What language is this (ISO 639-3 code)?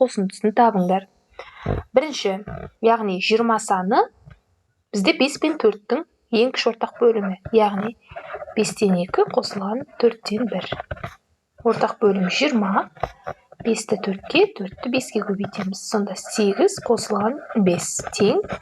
kaz